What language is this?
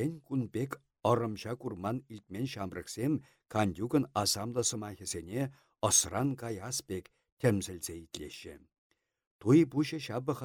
Chuvash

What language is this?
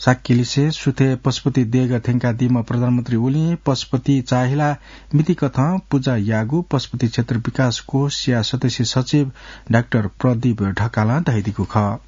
Newari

